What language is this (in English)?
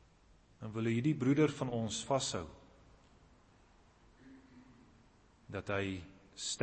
Afrikaans